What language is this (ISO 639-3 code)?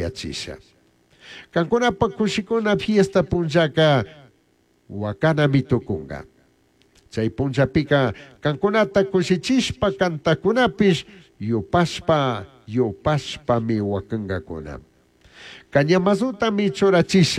qug